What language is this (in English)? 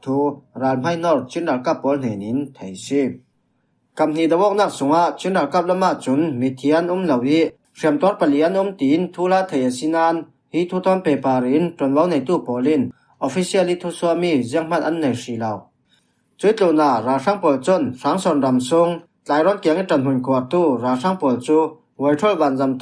Falam Chin